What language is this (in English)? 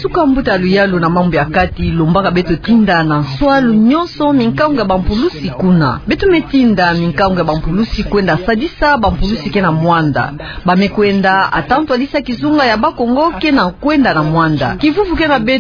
Kituba (Democratic Republic of Congo)